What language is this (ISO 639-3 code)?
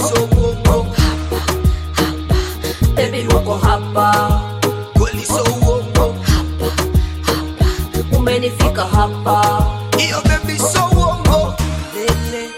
swa